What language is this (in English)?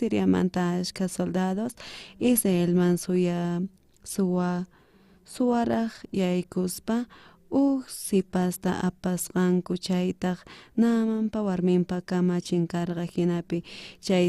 South Bolivian Quechua